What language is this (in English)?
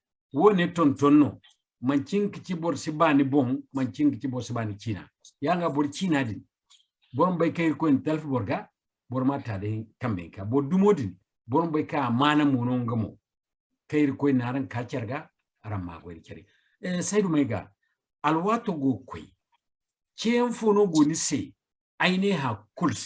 Zarma